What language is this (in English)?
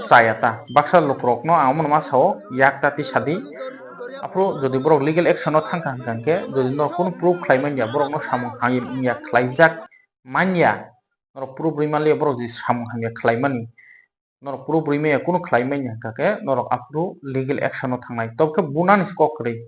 Kok Borok